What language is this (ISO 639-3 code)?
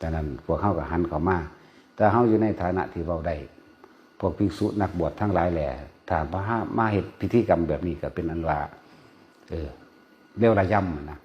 tts